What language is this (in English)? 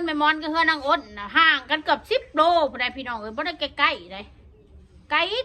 Northeastern Thai